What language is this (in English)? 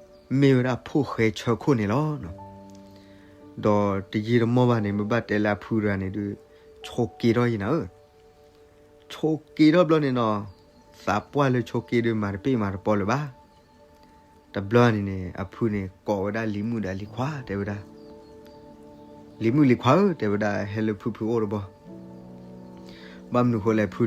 S'gaw Karen